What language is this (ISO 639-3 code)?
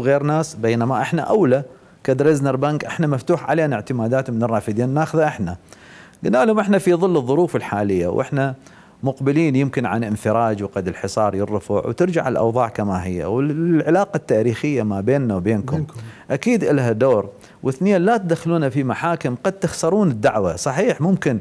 acm